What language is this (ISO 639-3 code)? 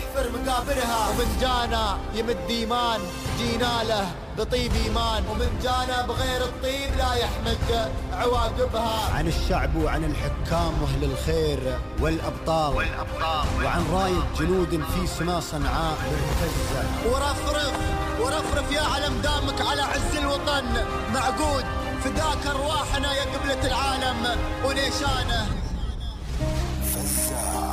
afb